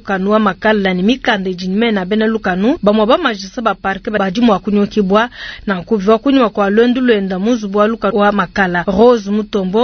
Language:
Luba-Lulua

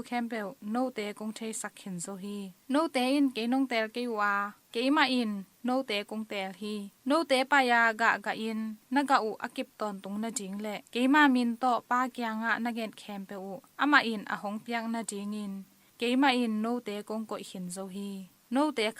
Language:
Tedim Chin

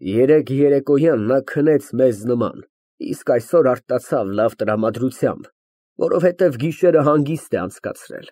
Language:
Armenian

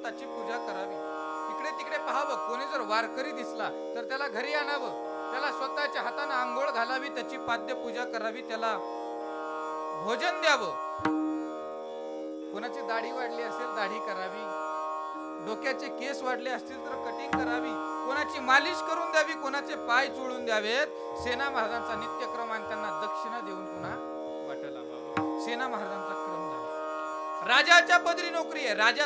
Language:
Marathi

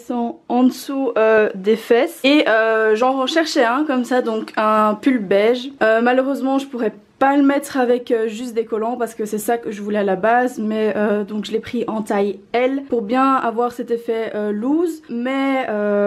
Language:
French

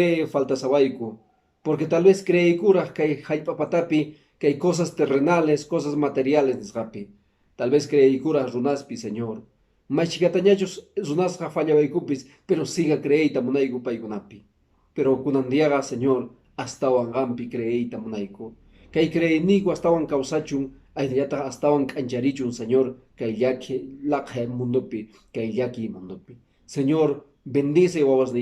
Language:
Quechua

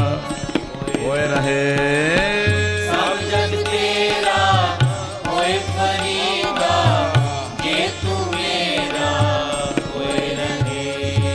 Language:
Punjabi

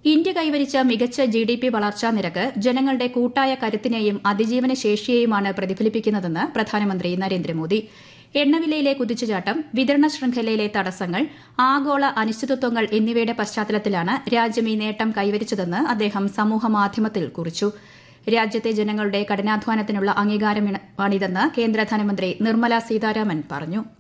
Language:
Malayalam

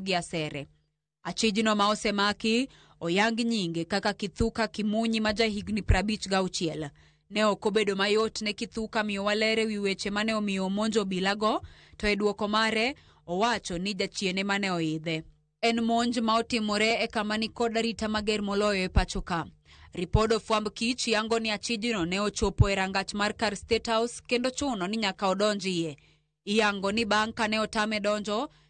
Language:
Luo (Kenya and Tanzania)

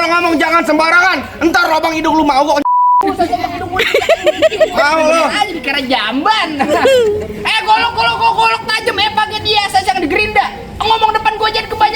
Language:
Betawi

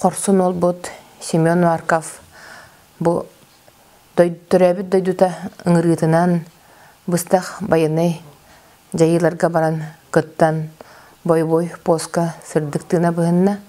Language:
Yakut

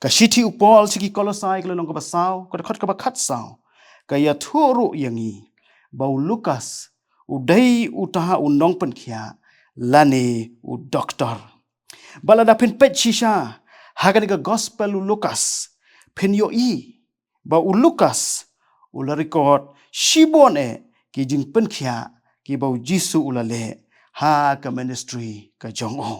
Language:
Khasi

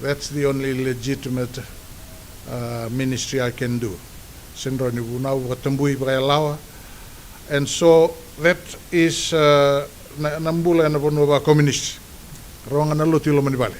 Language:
Fijian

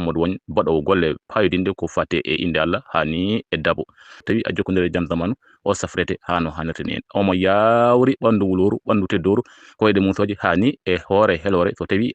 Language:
Fula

